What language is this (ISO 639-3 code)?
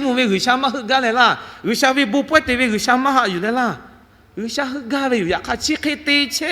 lhu